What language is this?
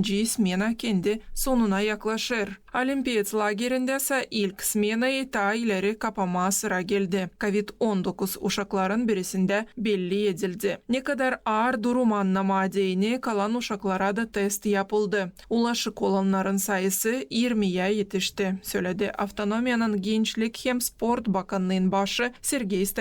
Gagauz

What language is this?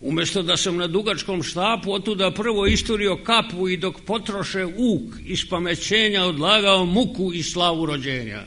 Serbian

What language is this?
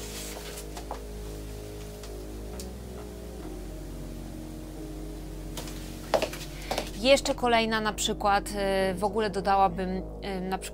Polish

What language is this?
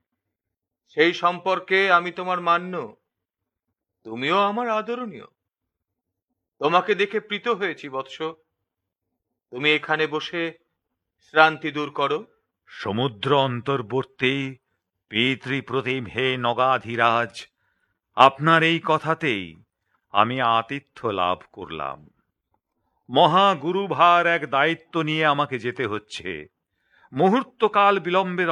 Bangla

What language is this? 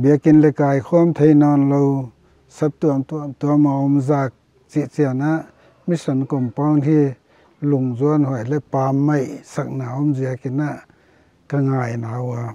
Paite Chin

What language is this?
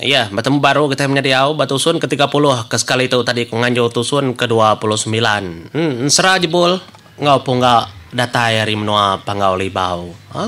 Iban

